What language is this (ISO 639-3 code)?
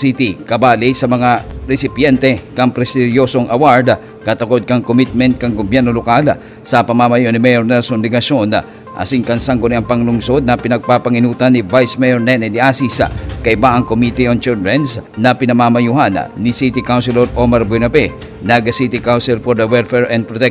bik